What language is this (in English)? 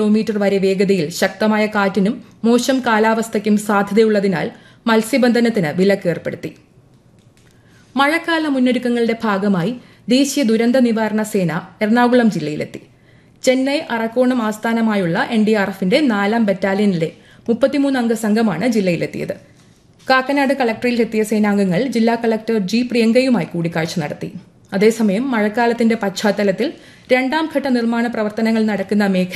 Malayalam